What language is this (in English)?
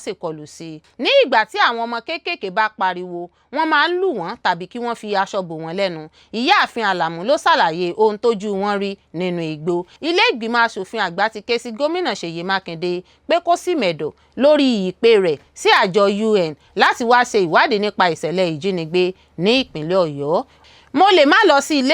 Yoruba